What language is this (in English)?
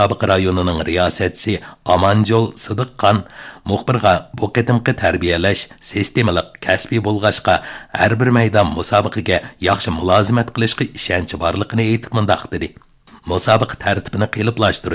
Uyghur